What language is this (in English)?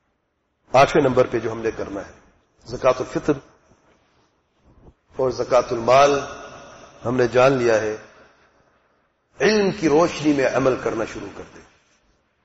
Urdu